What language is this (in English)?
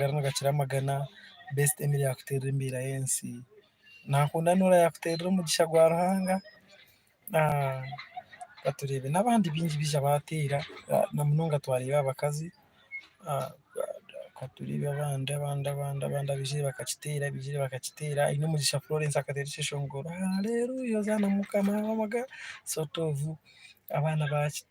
Nyankole